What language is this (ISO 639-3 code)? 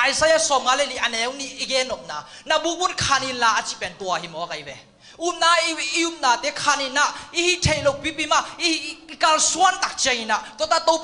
ctd